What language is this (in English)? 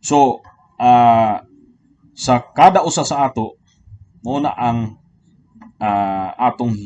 Cebuano